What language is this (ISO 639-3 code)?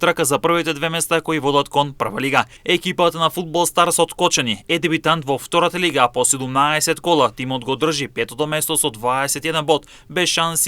mkd